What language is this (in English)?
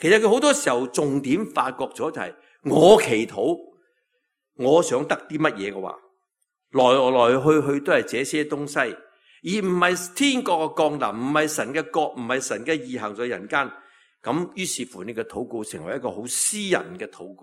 Cantonese